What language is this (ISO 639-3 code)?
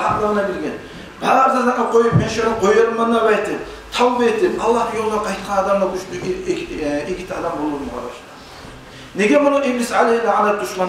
kum